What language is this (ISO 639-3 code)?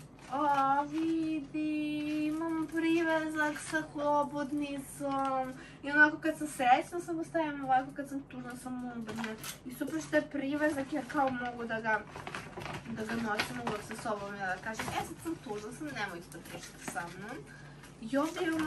srp